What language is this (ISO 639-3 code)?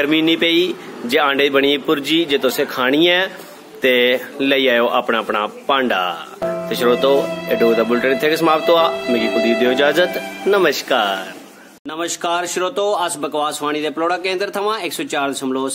doi